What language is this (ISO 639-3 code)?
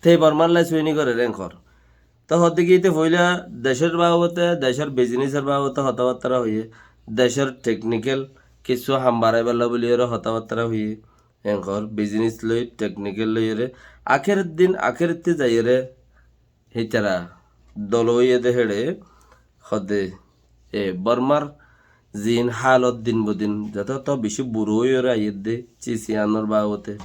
rhg